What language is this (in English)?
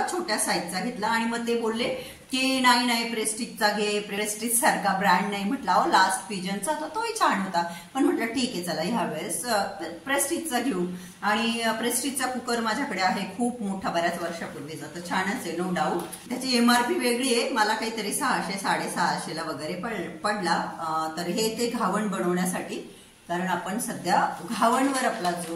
Marathi